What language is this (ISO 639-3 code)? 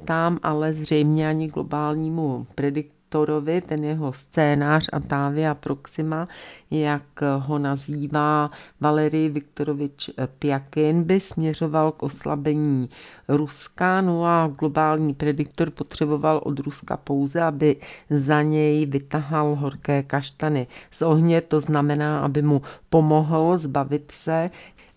ces